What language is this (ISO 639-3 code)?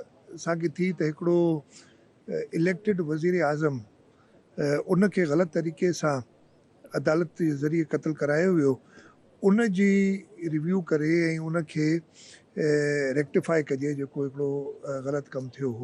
snd